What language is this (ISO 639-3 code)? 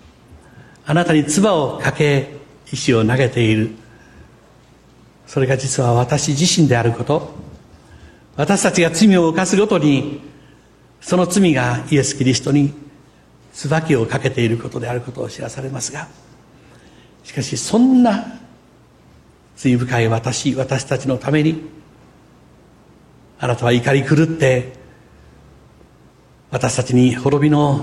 jpn